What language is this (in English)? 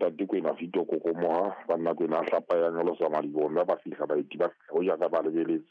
Southern Sotho